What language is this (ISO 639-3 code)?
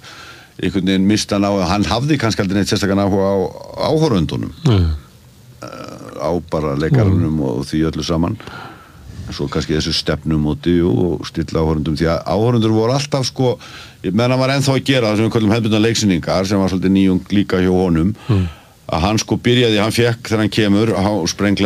isl